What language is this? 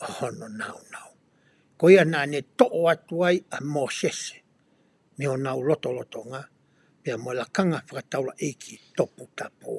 Tongan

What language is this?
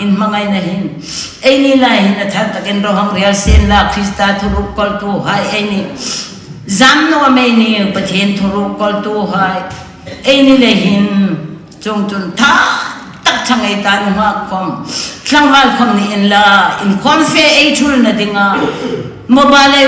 Hmar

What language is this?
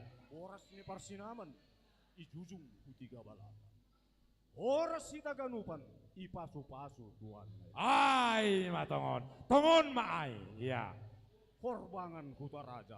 Batak Simalungun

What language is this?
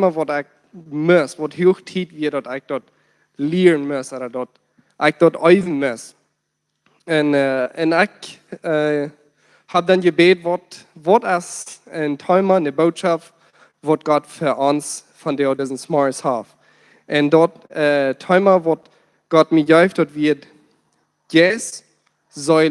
Plautdietsch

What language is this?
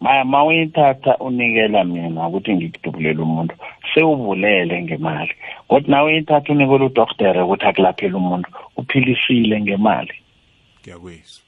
South Ndebele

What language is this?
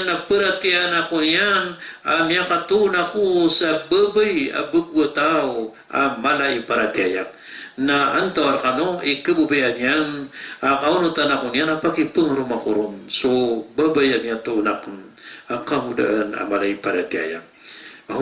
Maranao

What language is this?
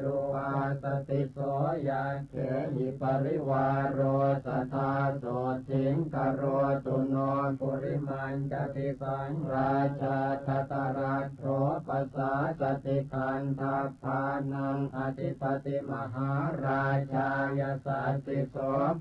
Pali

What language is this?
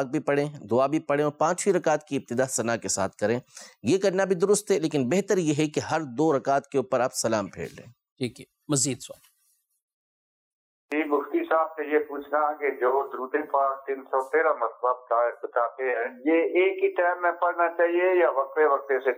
Urdu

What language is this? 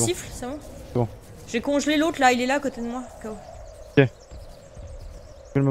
French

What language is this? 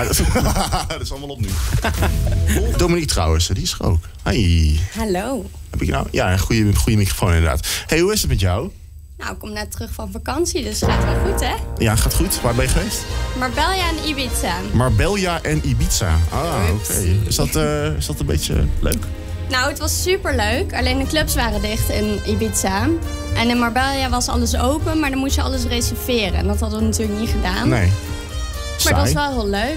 Dutch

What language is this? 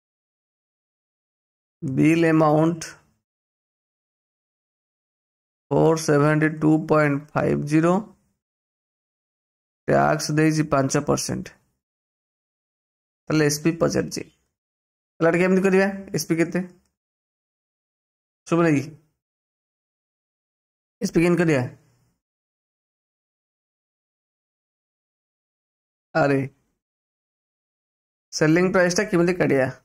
Odia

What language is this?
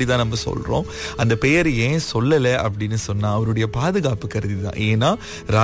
Tamil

